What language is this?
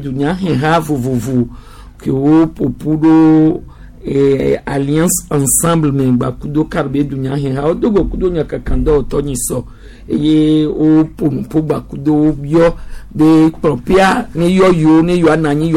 Gen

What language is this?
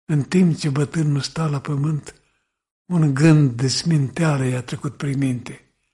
Romanian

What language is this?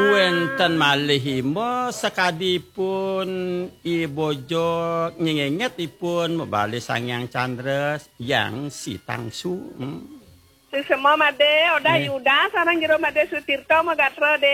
Balinese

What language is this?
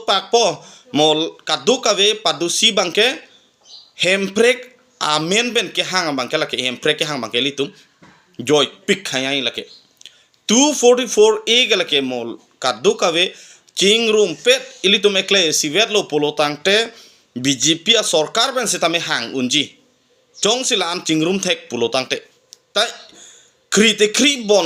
Karbi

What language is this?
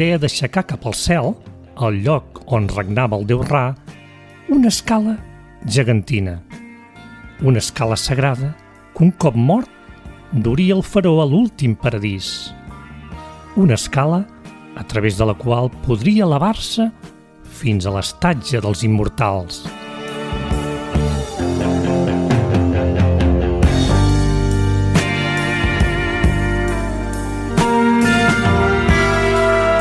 Catalan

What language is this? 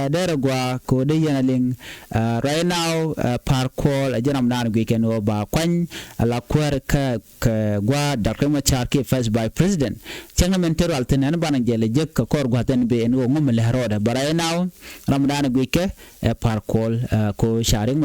Nuer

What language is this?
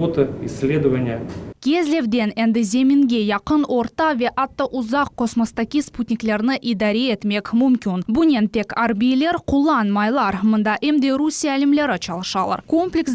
Crimean Tatar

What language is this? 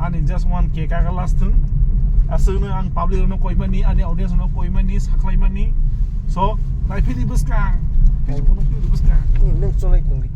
Kok Borok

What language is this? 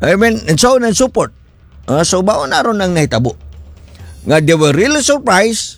Cebuano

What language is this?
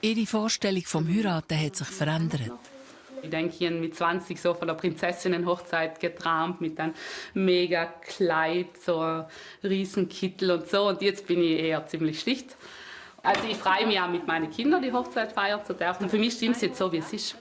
Swiss German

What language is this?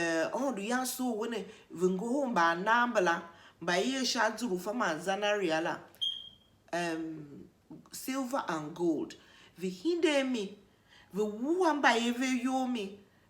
Tiv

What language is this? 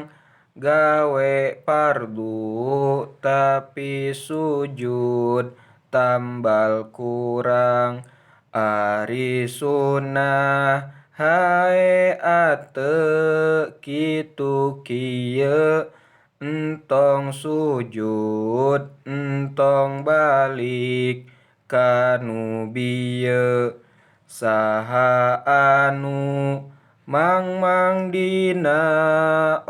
Sundanese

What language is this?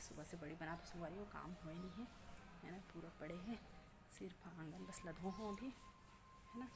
Chhattisgarhi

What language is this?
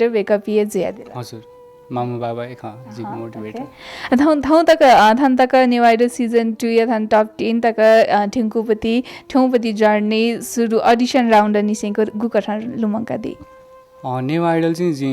Newari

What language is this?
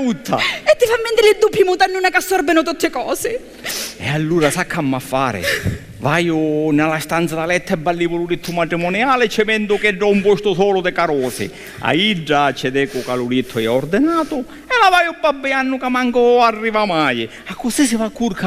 Sicilian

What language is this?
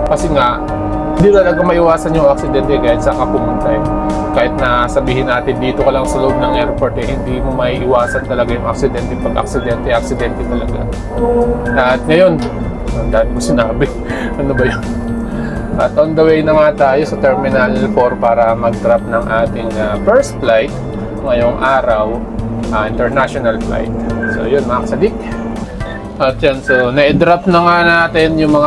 Filipino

